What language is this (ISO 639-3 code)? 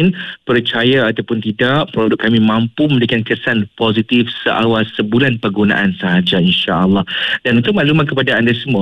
msa